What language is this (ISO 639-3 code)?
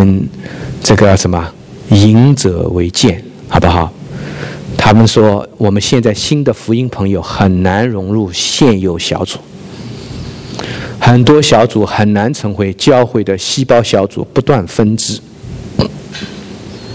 zho